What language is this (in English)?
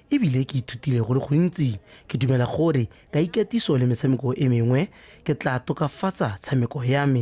Tswana